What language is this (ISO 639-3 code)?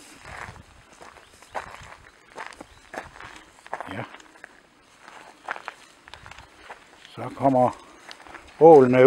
dan